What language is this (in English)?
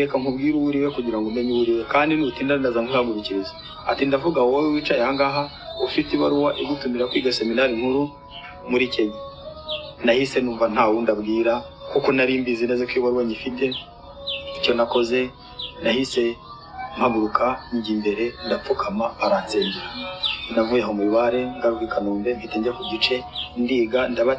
Kinyarwanda